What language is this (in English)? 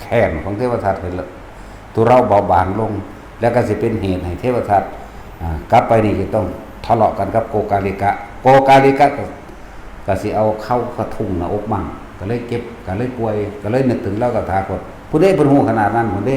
Northeastern Thai